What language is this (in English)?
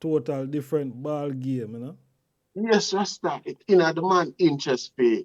Jamaican Creole English